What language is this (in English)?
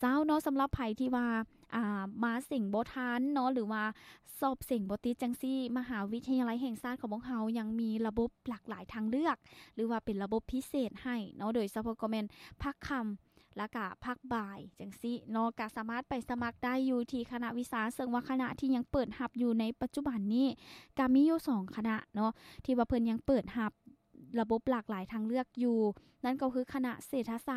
Lao